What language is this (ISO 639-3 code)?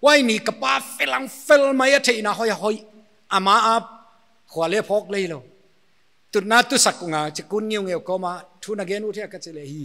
pck